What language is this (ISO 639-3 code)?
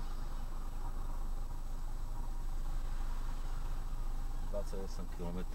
slk